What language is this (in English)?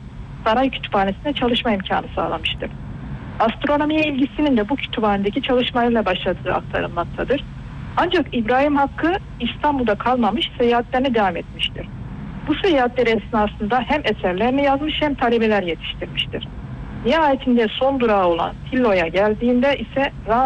Turkish